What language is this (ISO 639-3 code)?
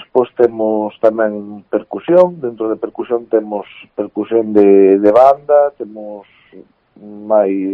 glg